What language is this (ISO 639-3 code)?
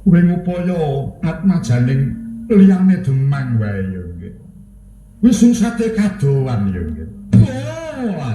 jav